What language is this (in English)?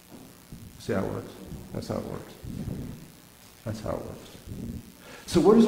English